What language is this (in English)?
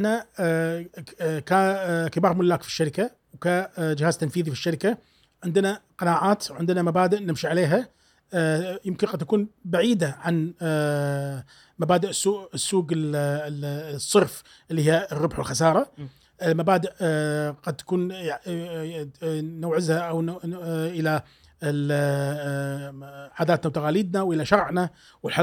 Gulf Arabic